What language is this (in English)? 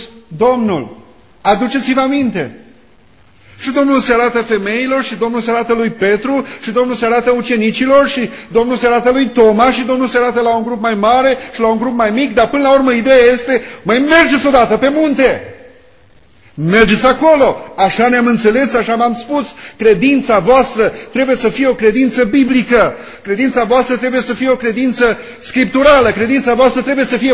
Romanian